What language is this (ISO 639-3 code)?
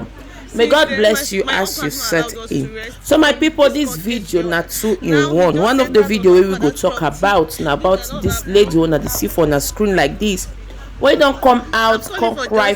pcm